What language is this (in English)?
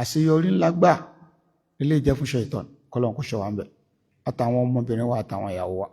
Yoruba